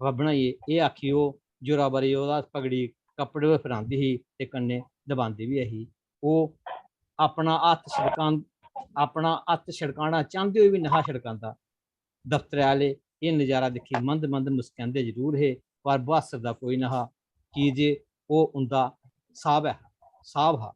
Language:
Dogri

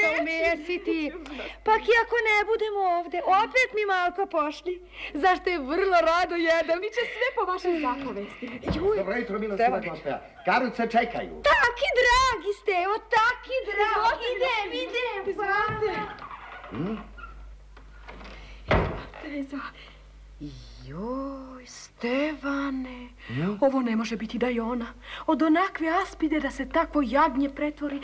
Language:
Serbian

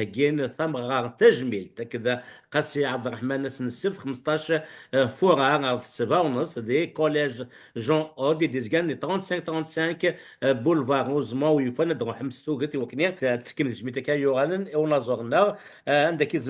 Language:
Kabyle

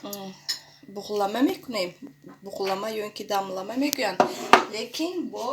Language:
Tajik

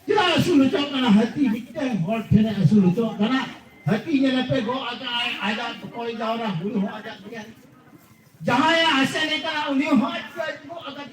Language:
Santali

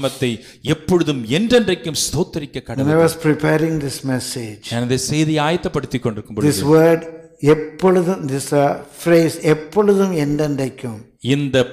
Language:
Tamil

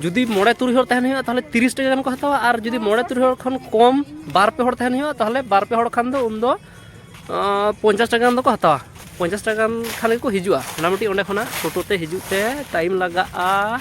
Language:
Santali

